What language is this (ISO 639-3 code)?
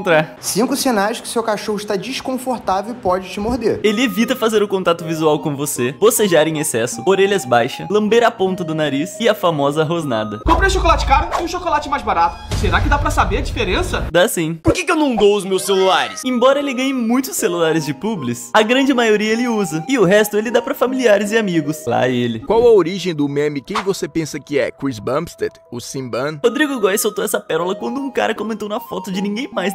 por